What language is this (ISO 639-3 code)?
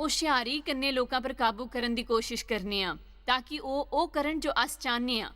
doi